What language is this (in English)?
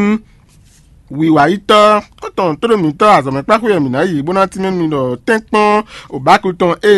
Fon